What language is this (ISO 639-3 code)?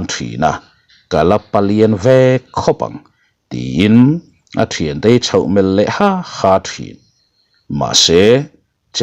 lus